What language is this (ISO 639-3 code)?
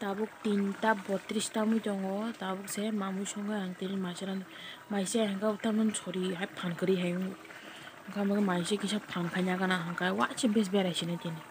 trp